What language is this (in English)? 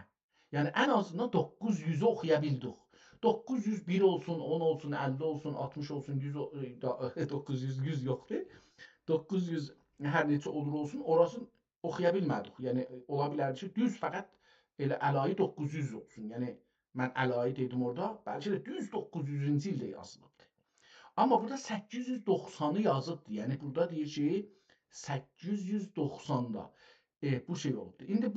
South Azerbaijani